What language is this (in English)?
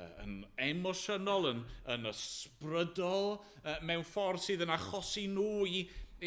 Welsh